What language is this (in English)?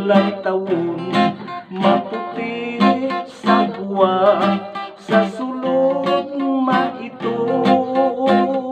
Hiligaynon